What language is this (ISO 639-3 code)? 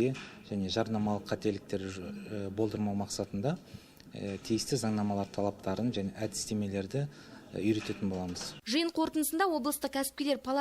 kaz